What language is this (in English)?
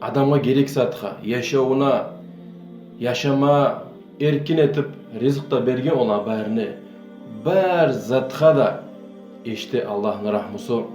Kumyk